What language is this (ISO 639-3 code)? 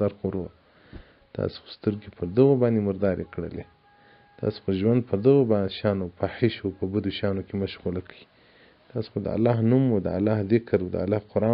pus